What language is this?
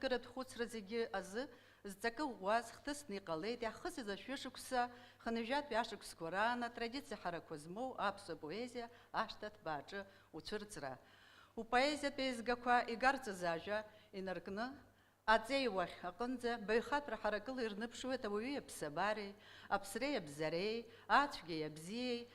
Abkhazian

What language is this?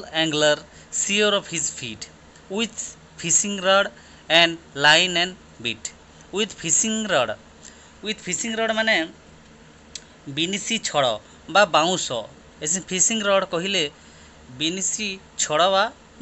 Odia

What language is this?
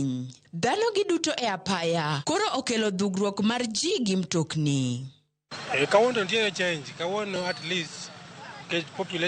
Luo (Kenya and Tanzania)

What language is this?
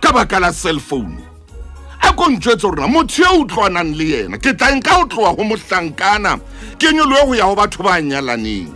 Southern Sotho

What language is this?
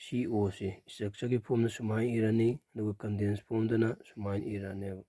Manipuri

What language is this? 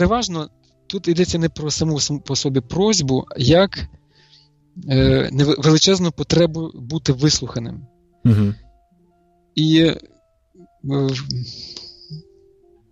Ukrainian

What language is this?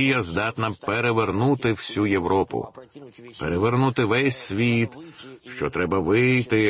Ukrainian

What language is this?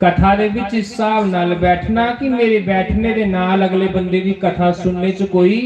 Dogri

